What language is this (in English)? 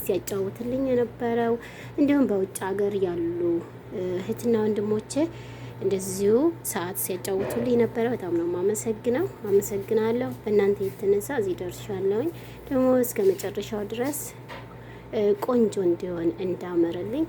Amharic